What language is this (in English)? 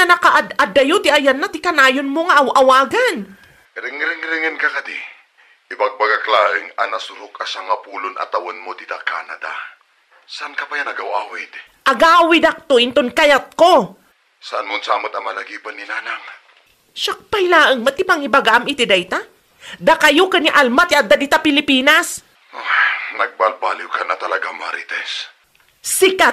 Iloko